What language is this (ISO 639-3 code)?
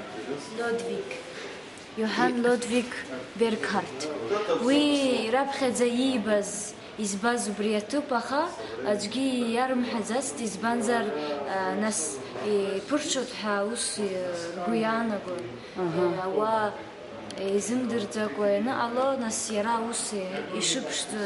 abk